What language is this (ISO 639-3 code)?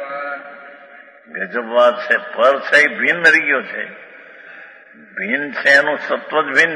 guj